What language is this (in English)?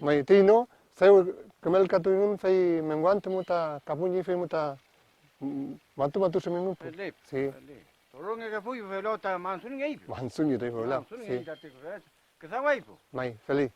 Mapuche